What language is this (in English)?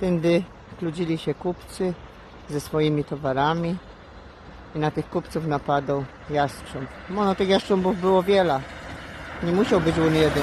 Silesian